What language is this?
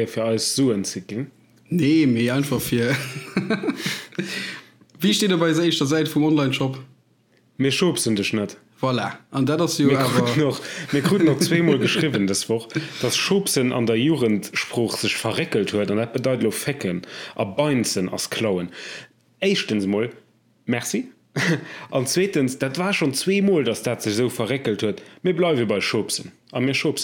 Luxembourgish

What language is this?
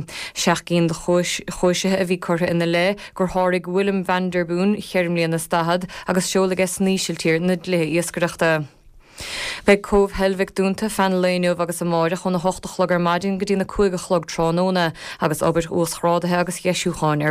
Irish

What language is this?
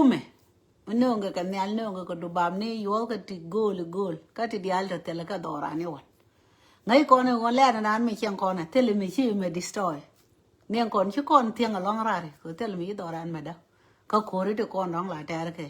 Nuer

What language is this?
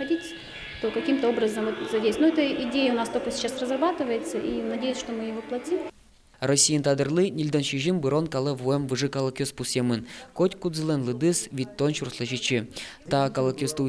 Udmurt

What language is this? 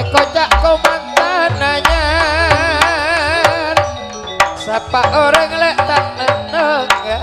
Madurese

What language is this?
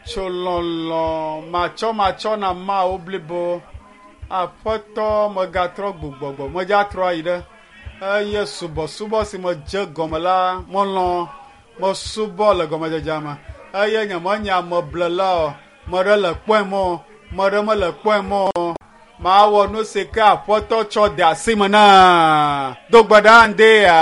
Ewe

